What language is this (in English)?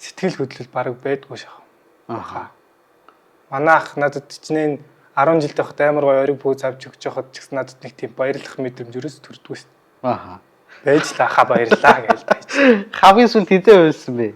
Mongolian